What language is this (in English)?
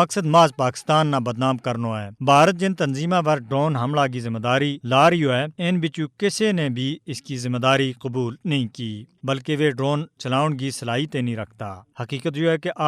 Gujari